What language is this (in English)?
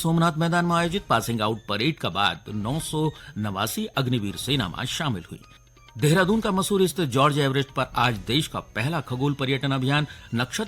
Garhwali